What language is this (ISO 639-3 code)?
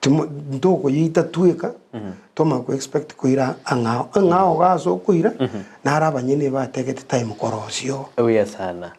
guz